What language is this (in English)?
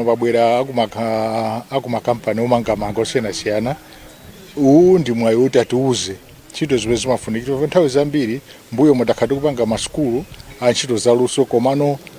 Nyanja